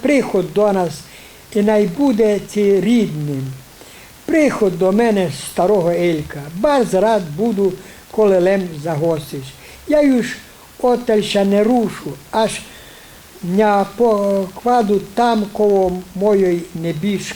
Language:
Rusyn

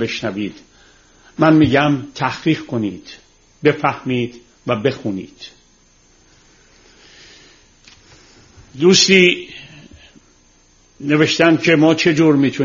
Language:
Persian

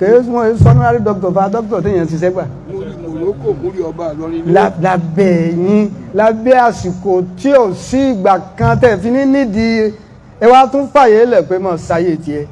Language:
Yoruba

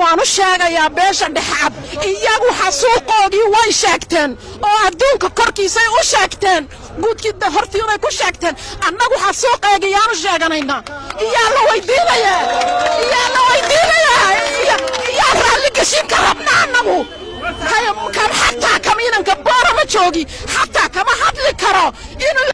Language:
Somali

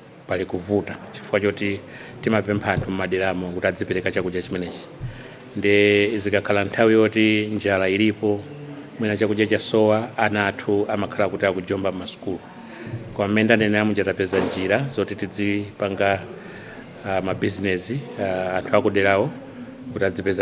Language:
Nyanja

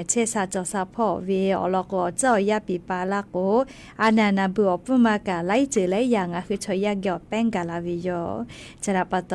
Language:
Lahu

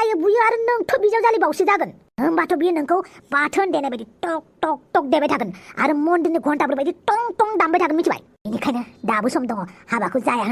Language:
Bodo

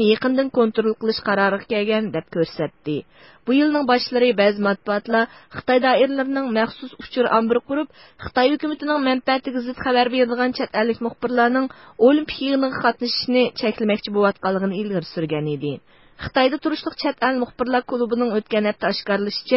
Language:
Uyghur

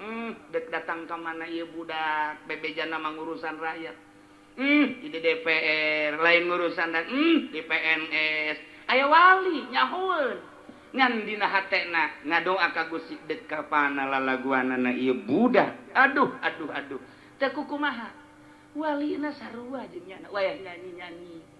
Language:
Sundanese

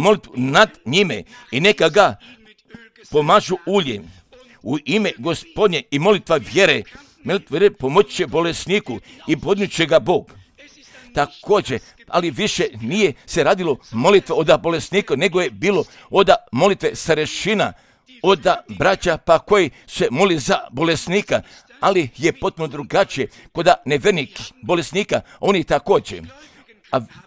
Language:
Croatian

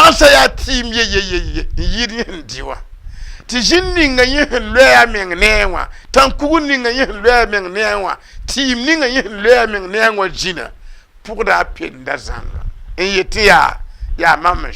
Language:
Mossi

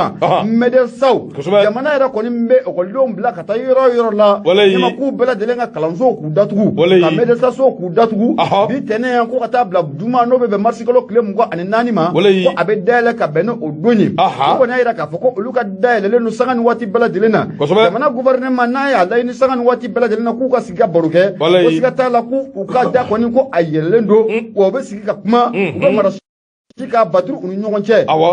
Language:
Bambara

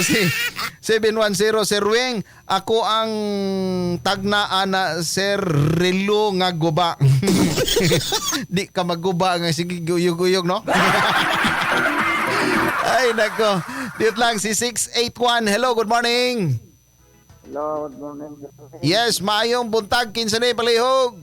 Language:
Cebuano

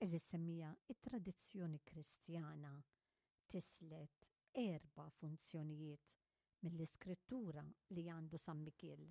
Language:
Maltese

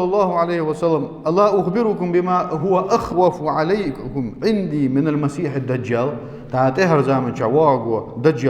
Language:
Ingush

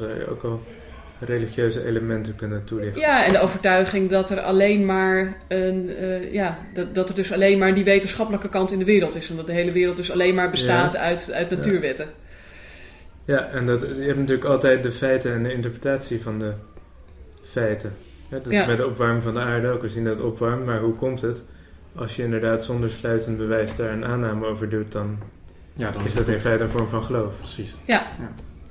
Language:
Dutch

